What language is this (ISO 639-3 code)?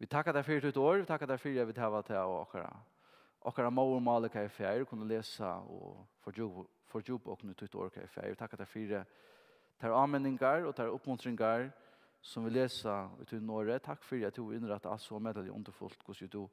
fao